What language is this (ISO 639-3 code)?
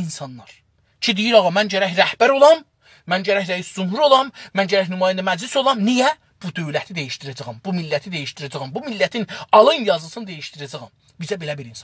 azb